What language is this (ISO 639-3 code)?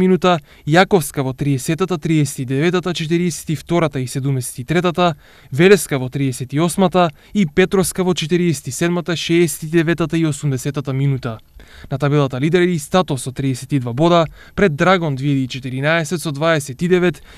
mkd